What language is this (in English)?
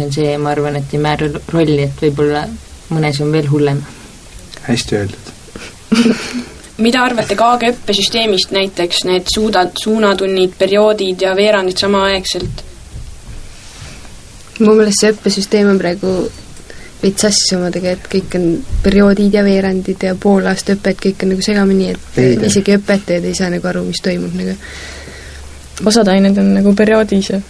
Estonian